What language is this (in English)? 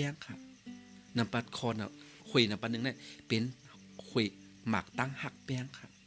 Shan